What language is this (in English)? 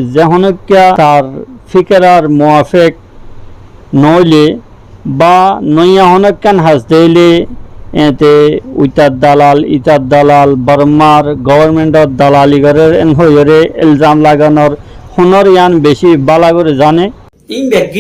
Rohingya